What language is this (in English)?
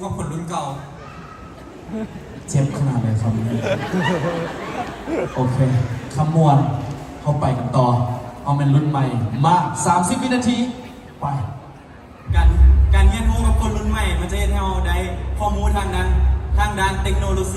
Lao